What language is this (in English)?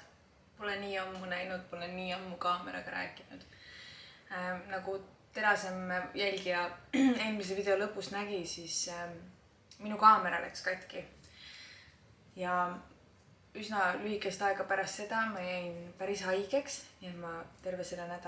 Estonian